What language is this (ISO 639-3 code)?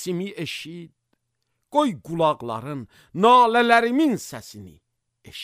aze